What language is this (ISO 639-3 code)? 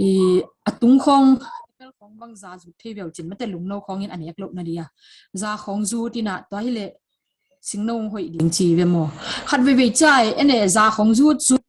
ctd